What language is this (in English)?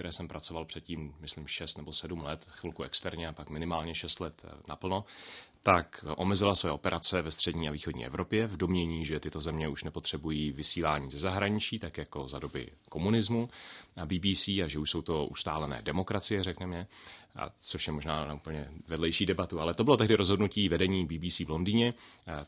Czech